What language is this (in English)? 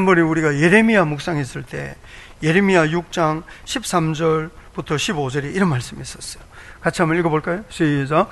Korean